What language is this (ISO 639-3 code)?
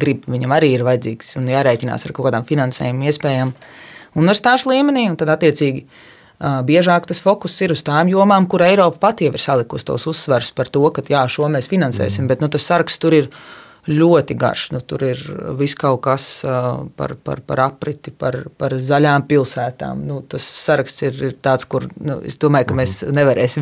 lav